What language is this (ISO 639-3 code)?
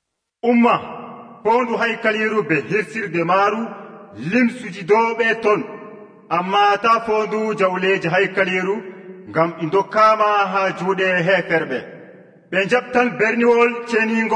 fuv